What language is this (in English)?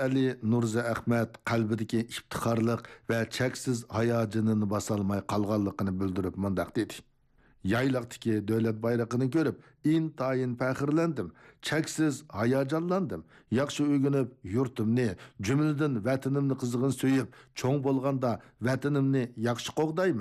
Uyghur